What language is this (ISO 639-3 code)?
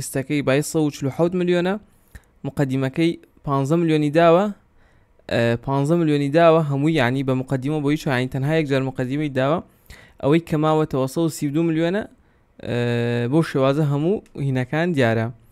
ckb